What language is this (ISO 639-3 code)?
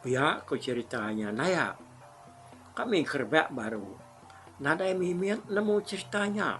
iba